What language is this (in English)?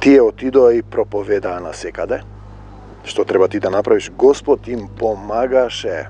Macedonian